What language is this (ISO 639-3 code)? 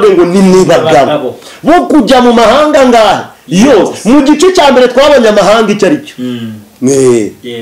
kin